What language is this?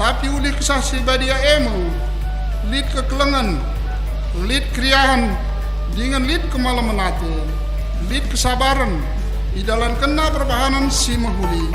Batak Karo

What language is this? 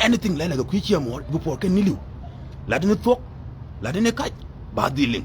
Nuer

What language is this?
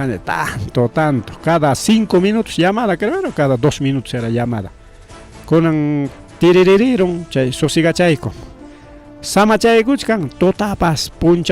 Ayacucho Quechua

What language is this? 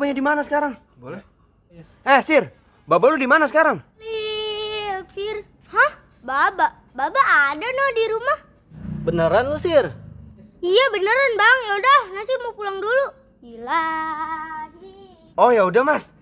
Betawi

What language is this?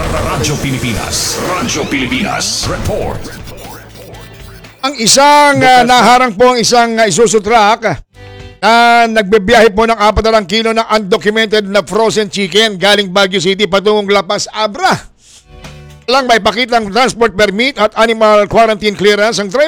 Filipino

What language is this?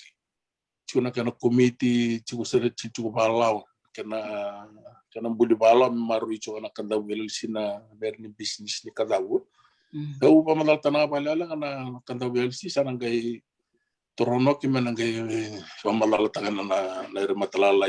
Fijian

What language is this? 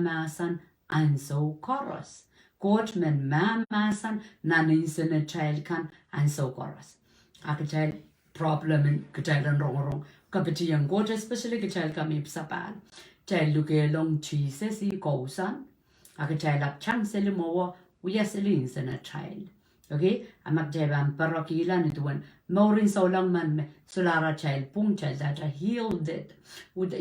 Pohnpeian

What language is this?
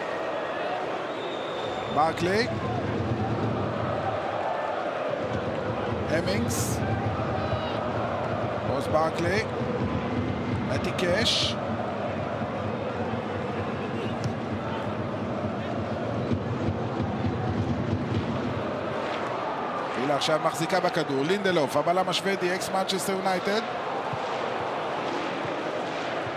Hebrew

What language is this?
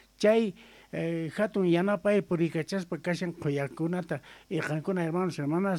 Quechua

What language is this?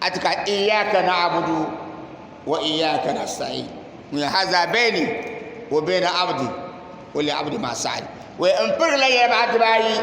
Dagbani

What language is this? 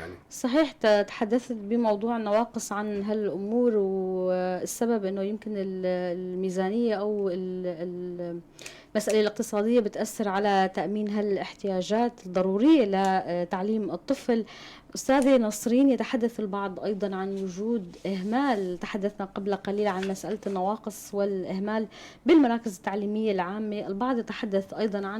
North Levantine Arabic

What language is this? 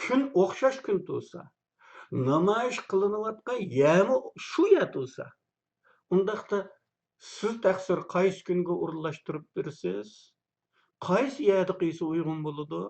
Uyghur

